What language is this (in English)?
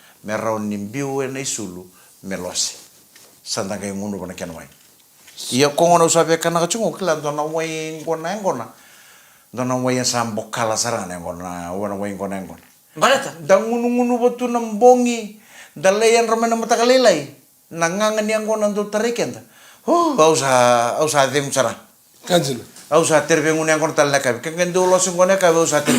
Fijian